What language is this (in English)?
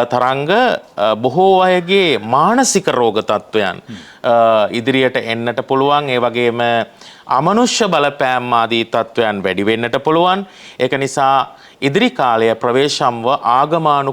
Sinhala